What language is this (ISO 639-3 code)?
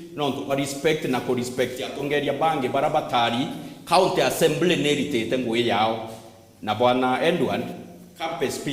mer